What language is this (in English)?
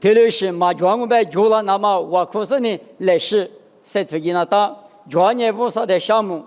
Lisu